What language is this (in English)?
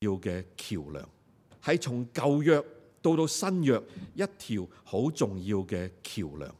Cantonese